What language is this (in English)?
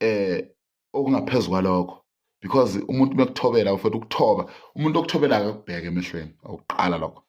Zulu